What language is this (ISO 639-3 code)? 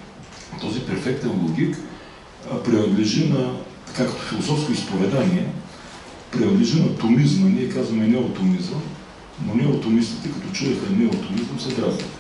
bul